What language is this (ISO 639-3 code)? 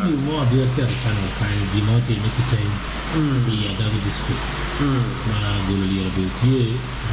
ach